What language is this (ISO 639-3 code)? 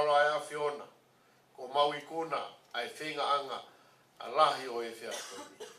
ton